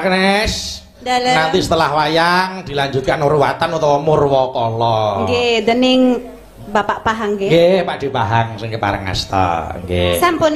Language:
Javanese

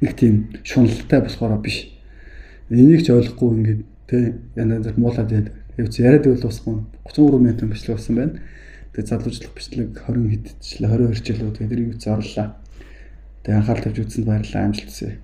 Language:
Mongolian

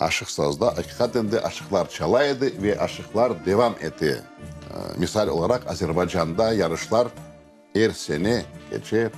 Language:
Crimean Tatar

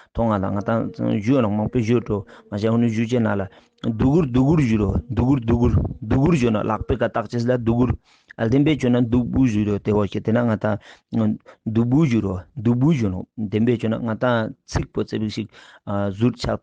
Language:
Ladakhi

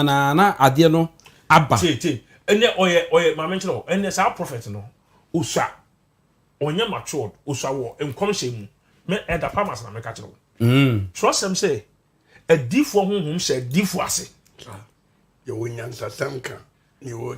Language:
Akan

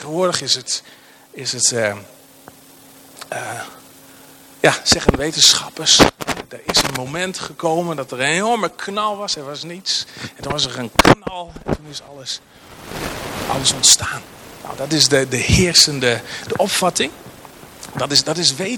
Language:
Dutch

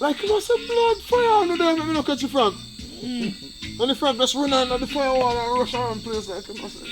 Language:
Jamaican Creole English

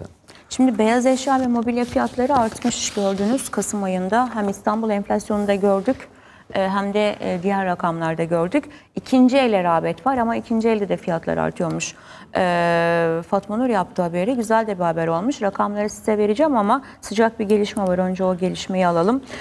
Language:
Turkish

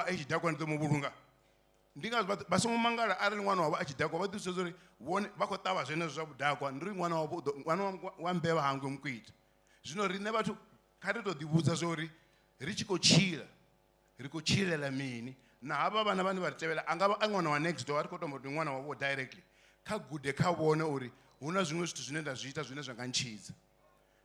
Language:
Venda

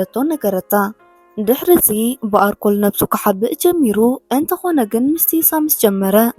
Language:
Tigrinya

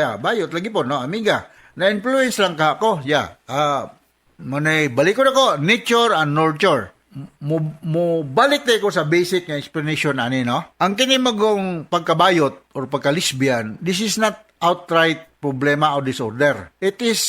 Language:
Cebuano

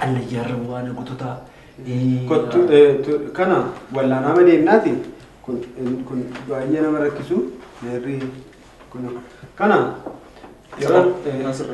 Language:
Oromo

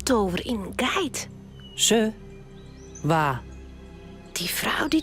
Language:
Western Frisian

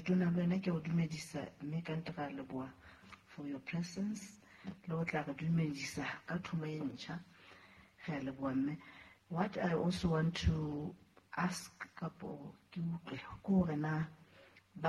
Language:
Southern Sotho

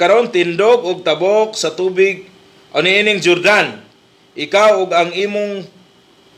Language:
Cebuano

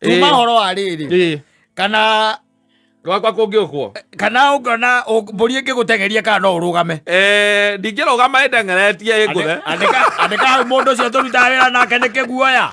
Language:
Kikuyu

